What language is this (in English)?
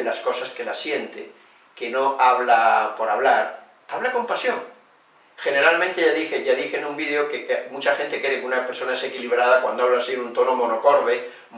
Spanish